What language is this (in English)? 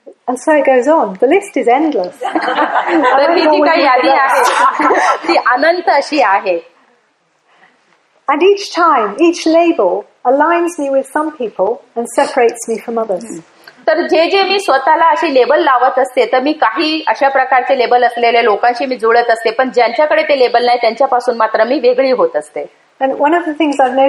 Marathi